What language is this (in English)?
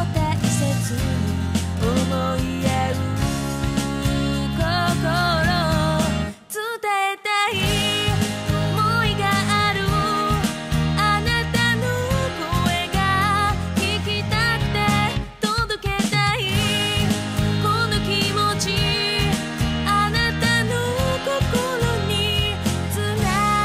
Japanese